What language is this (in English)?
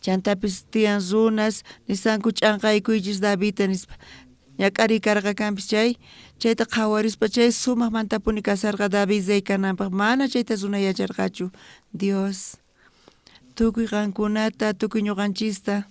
South Bolivian Quechua